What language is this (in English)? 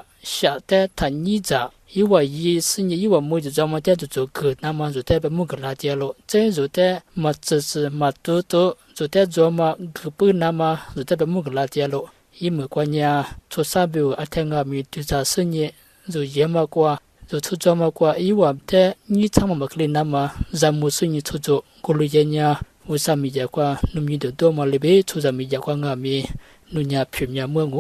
Lisu